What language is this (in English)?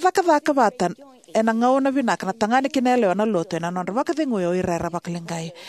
Fijian